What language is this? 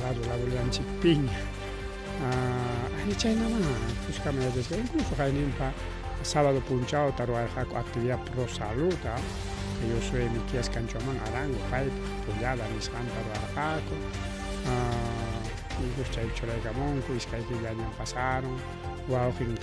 Ayacucho Quechua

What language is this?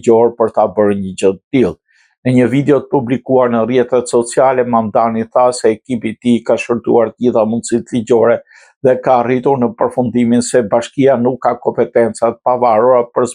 Albanian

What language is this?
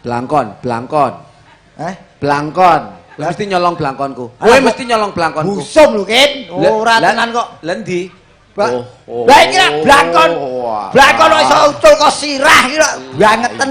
Javanese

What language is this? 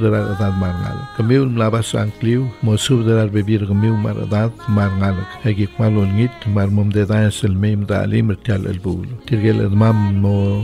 Palauan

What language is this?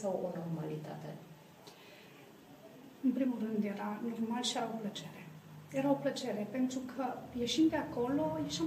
Romanian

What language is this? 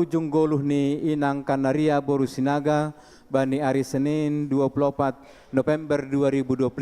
Batak Simalungun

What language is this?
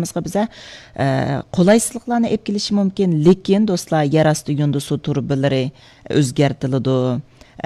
Uyghur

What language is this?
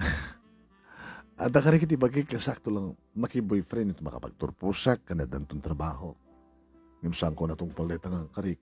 Iloko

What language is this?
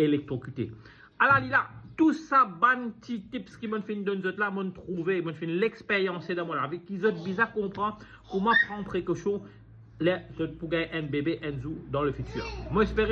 Morisyen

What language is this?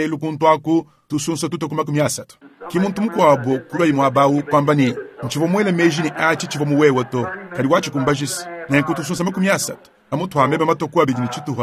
Luba-Lulua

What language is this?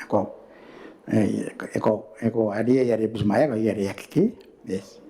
Gilbertese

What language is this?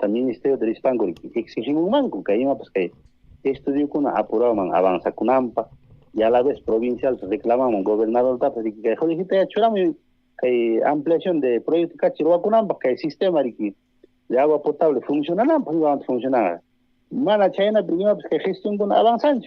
Ayacucho Quechua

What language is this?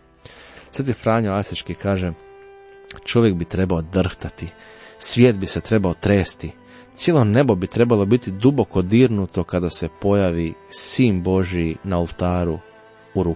Croatian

